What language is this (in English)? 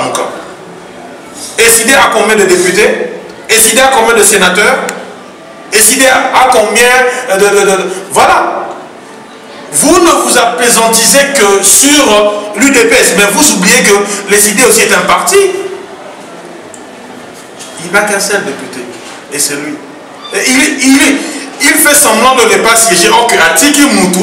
French